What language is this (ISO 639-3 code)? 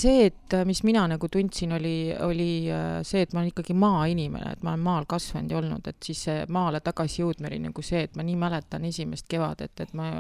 est